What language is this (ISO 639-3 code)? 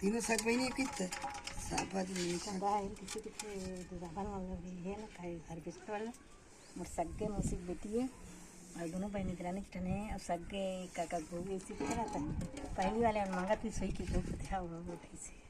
hne